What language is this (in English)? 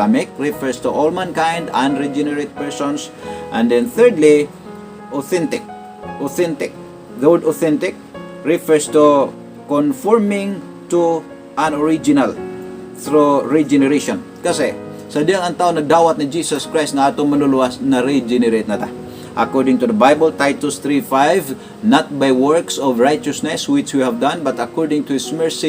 Cebuano